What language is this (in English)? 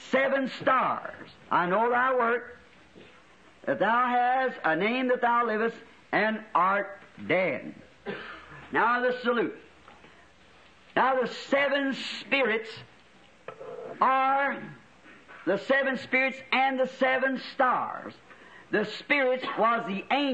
English